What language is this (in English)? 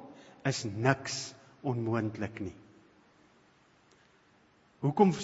Afrikaans